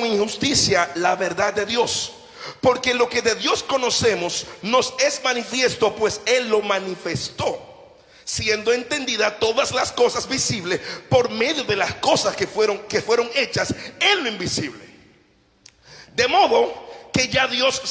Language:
Spanish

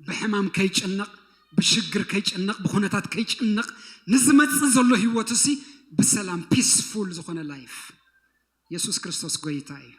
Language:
Tigrinya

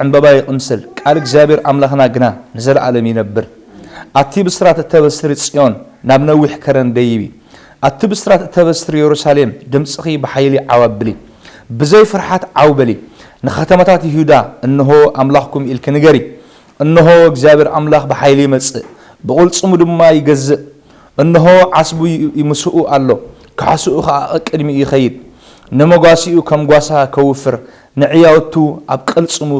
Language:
Tigrinya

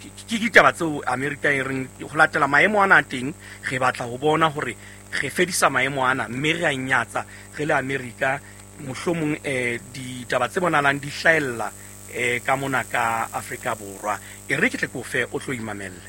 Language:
Southern Sotho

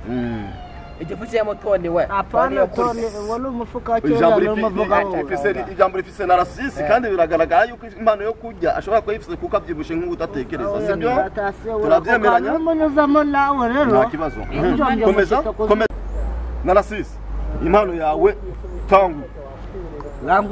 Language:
Kinyarwanda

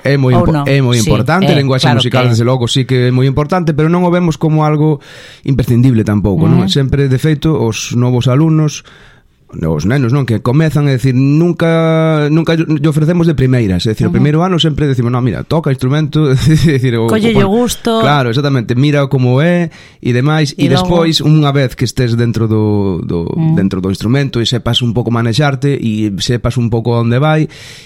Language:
Galician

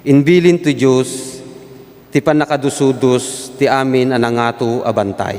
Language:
Iloko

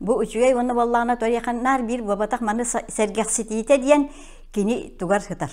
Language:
Yakut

